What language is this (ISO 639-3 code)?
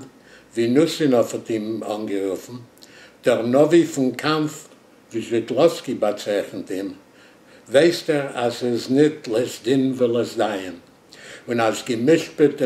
yid